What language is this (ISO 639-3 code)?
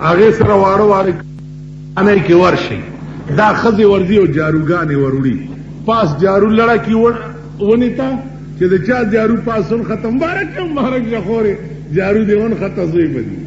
pus